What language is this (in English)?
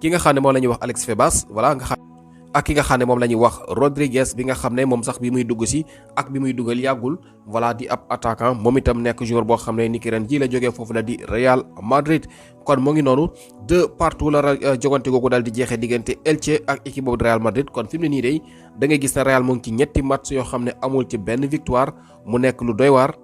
Wolof